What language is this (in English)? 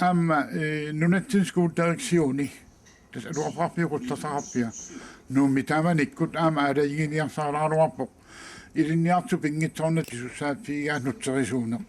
Kalaallisut